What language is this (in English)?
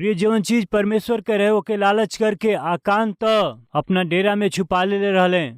Bhojpuri